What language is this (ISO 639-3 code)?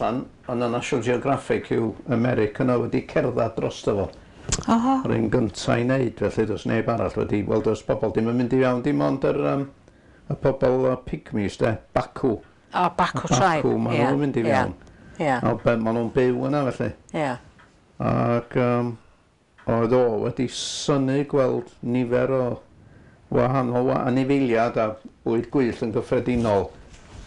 cym